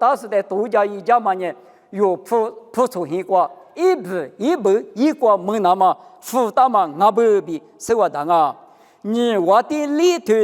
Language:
Lisu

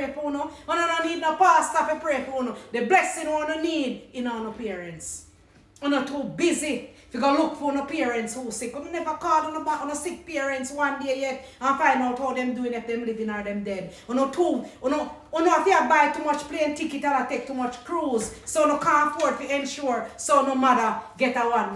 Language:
Jamaican Creole English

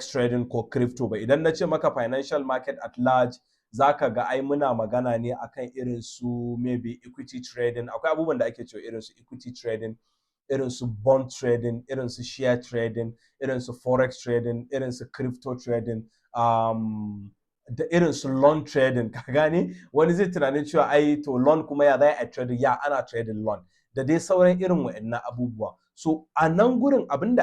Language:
Hausa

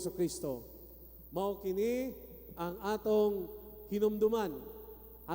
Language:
Cebuano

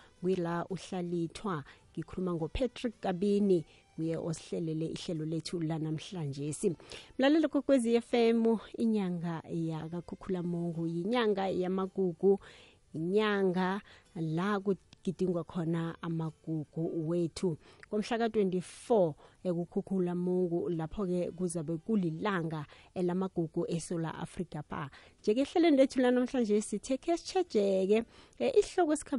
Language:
South Ndebele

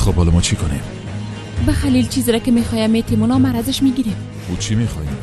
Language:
Tajik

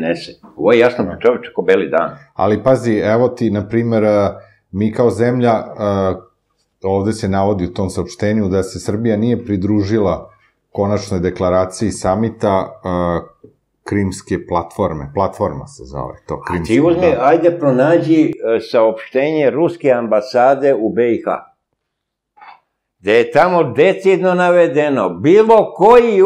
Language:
Serbian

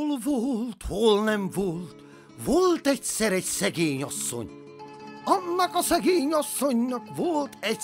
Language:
Hungarian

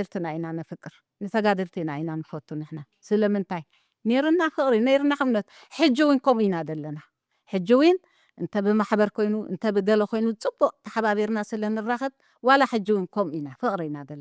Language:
Tigrinya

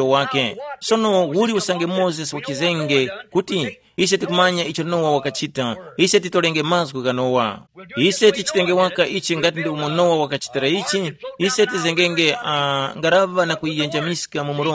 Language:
Tumbuka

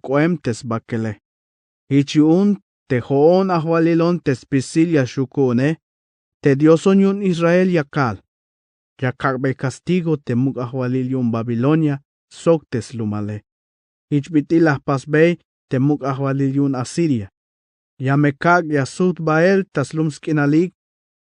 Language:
Tzeltal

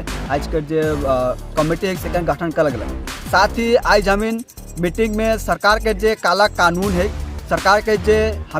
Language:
Sadri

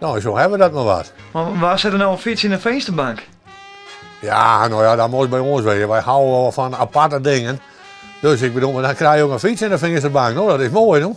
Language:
Western Frisian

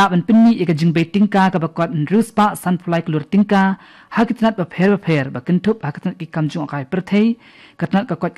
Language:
Khasi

